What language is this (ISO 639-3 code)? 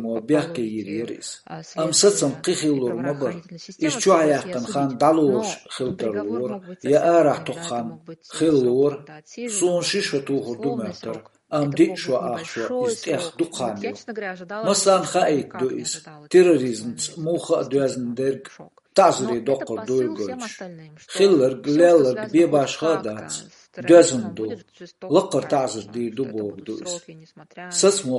che